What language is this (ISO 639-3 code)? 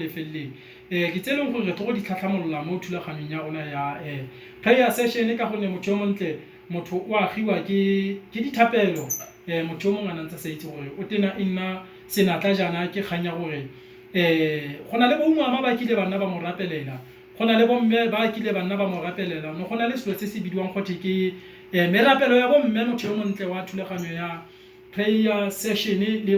tsn